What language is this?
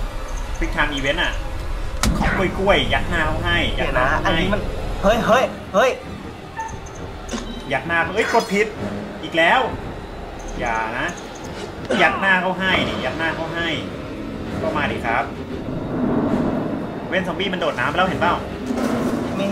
Thai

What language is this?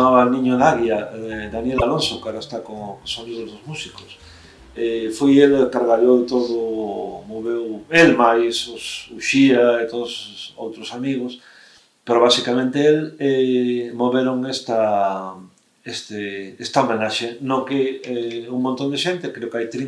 Galician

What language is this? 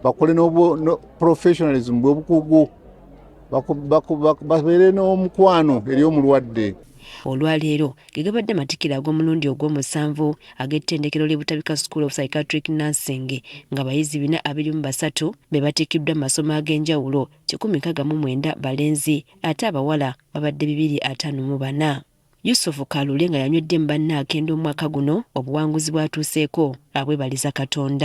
Ganda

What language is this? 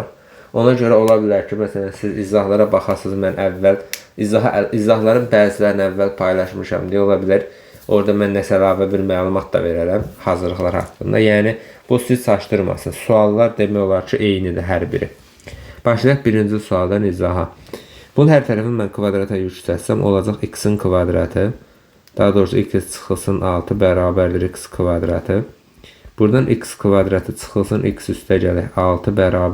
Azerbaijani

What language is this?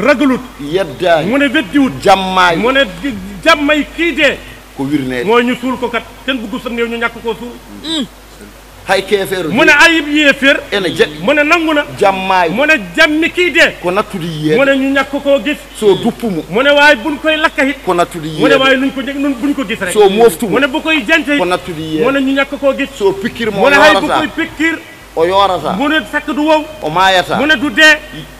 Wolof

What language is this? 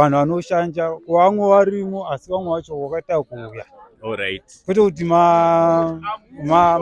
Shona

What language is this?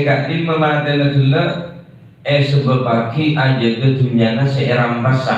Madurese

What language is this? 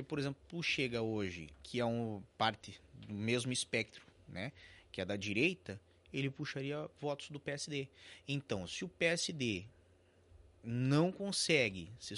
Portuguese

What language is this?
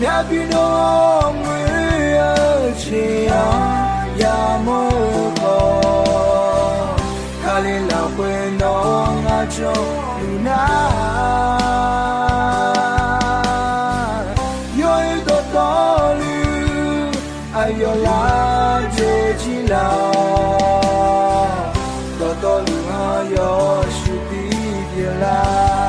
Akha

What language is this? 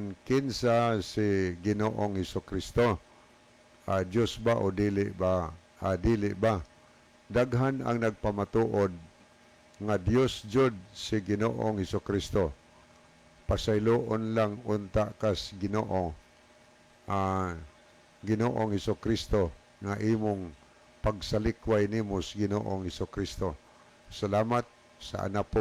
Cebuano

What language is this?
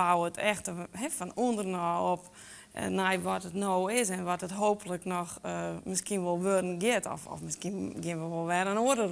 Western Frisian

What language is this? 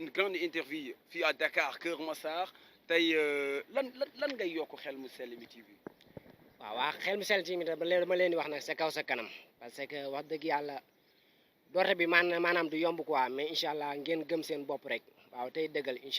Wolof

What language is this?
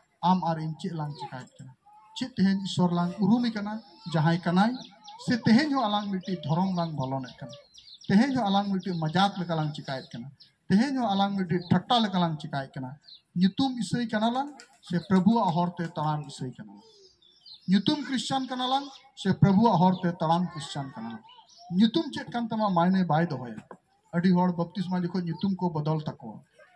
Santali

